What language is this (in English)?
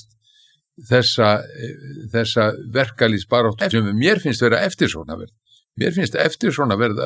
Icelandic